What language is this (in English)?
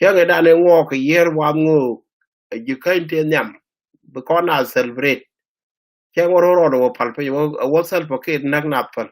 Nuer